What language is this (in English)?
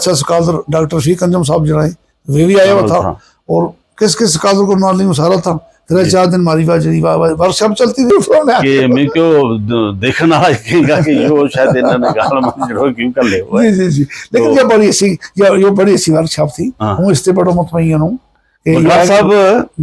Gujari